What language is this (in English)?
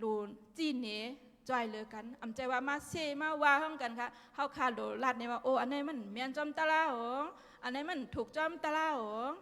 Shan